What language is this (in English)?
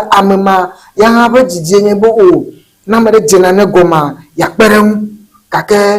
Ewe